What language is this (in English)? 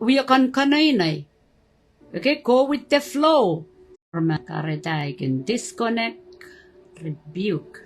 Pohnpeian